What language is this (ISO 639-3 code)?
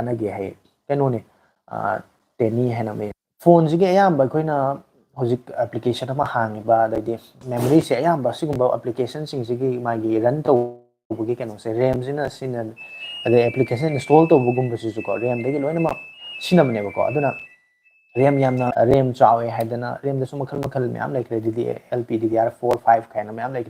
mni